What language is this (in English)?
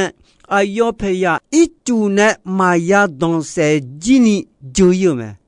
Akha